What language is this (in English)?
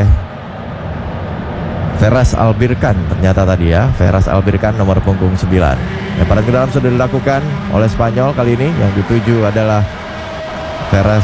Indonesian